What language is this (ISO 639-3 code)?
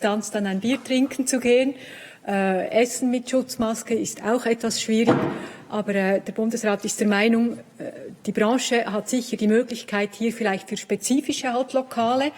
gsw